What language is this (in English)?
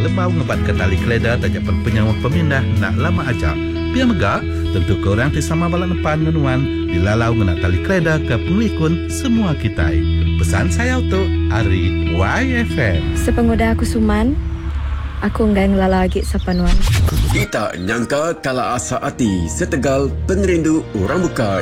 Iban